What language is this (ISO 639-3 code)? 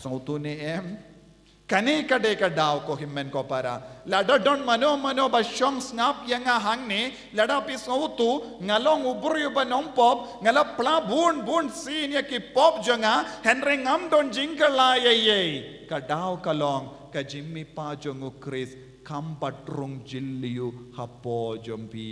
kha